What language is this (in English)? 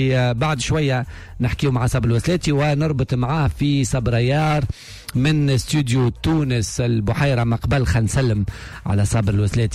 Tunisian Arabic